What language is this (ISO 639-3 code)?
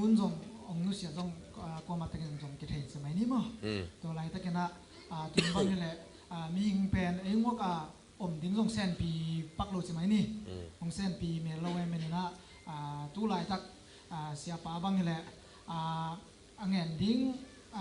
ctd